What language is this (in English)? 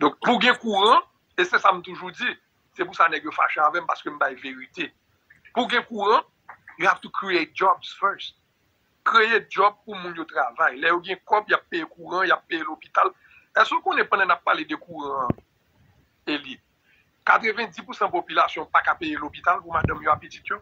Haitian Creole